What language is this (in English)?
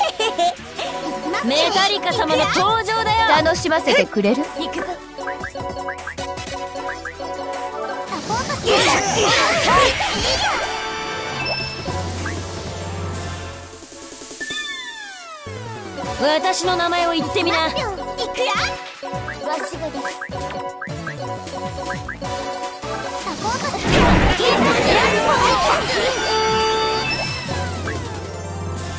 Japanese